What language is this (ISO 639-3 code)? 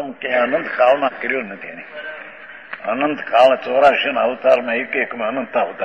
guj